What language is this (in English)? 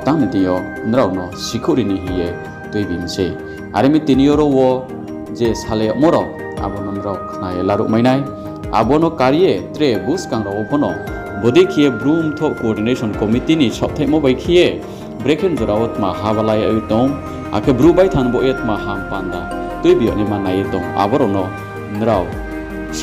Riang (India)